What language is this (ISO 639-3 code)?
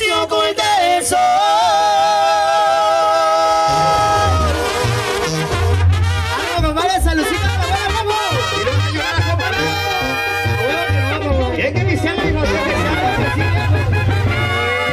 spa